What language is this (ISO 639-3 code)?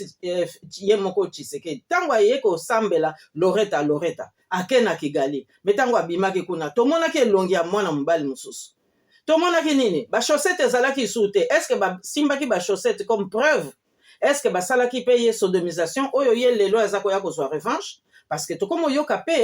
lin